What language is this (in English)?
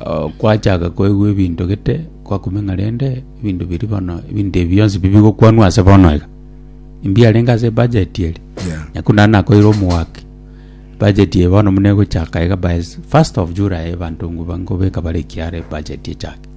Gusii